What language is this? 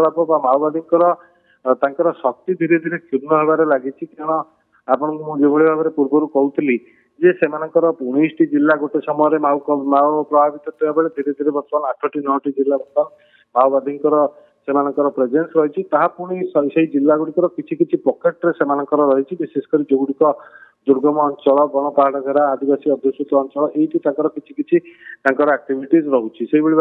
Odia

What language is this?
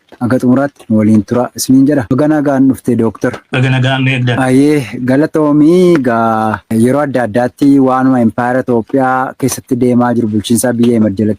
Oromo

